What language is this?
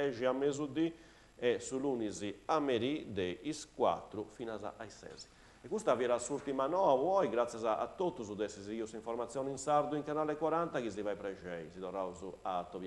Sardinian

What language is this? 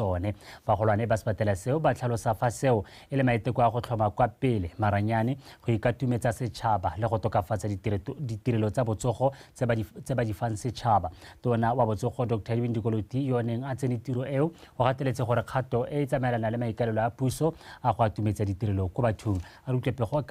Tswana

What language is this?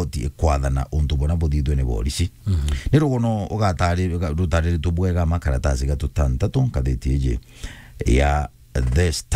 Meru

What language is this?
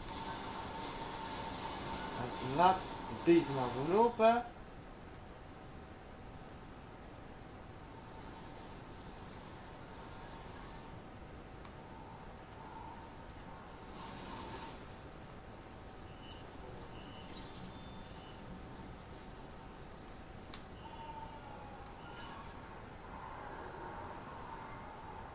Dutch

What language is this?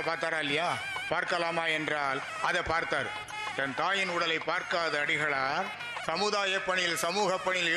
Tamil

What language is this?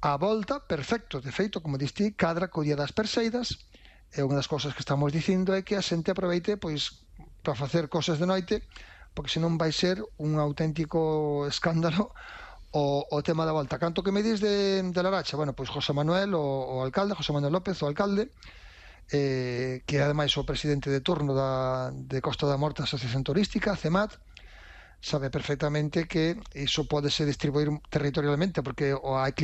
Galician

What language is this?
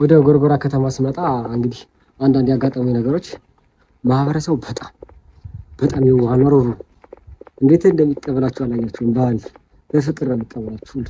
Amharic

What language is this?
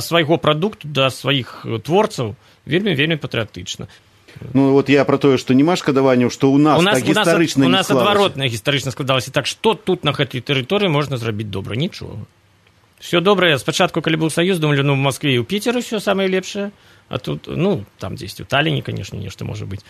Belarusian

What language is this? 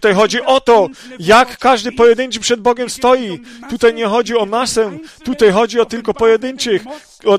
Polish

